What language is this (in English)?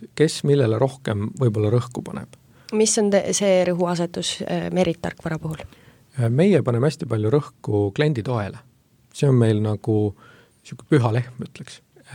Estonian